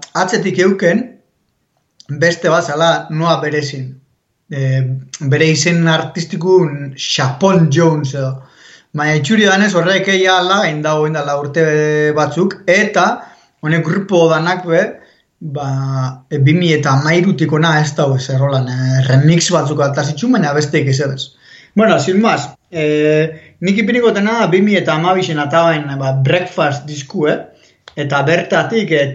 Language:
Basque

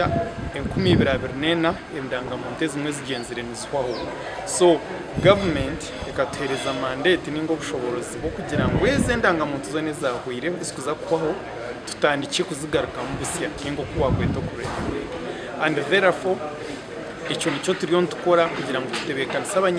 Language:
Nyankole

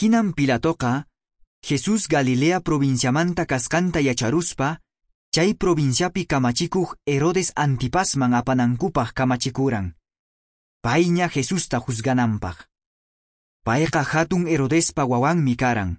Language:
Quechua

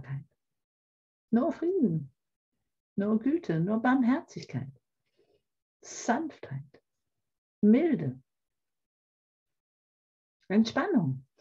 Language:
German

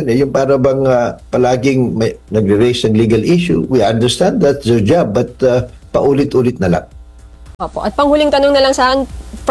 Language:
Filipino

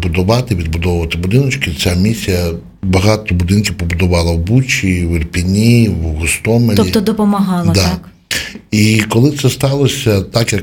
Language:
Ukrainian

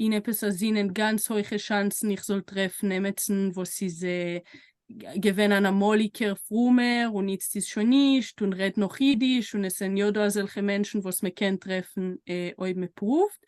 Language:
Yiddish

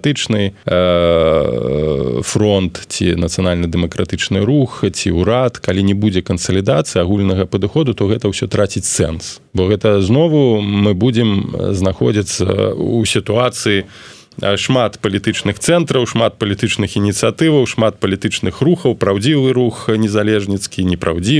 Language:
Belarusian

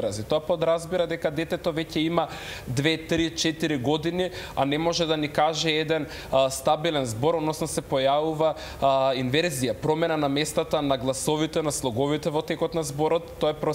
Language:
Macedonian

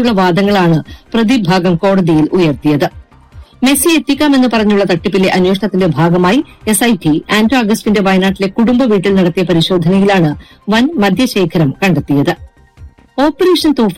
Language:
Malayalam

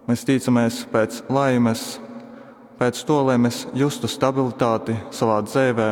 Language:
Latgalian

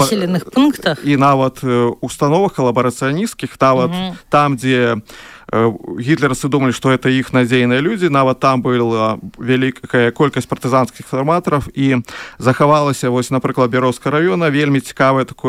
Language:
Belarusian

